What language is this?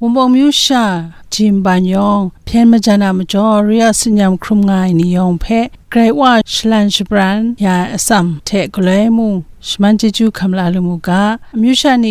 Kachin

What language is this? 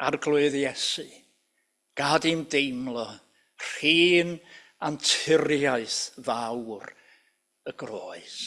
Welsh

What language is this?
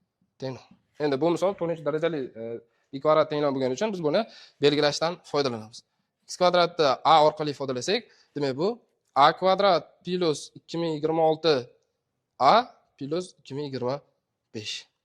Uzbek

